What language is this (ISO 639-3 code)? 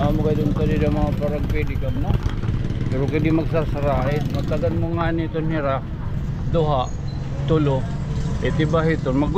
war